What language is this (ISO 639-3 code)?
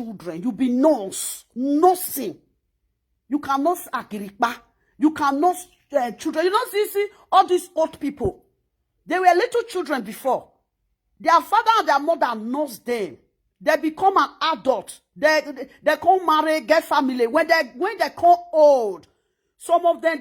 pcm